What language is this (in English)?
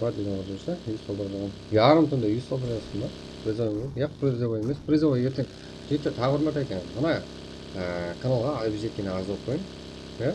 Kara-Kalpak